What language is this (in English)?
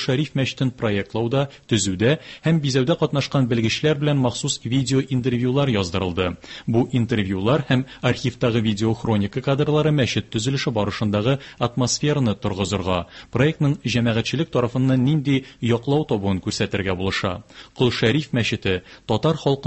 Tatar